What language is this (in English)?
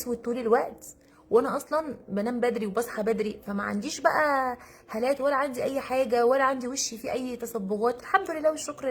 Egyptian Arabic